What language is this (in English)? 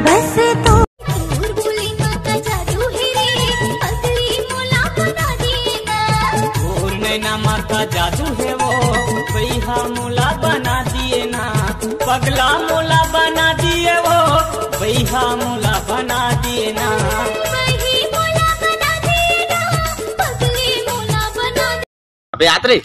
Chhattisgarhi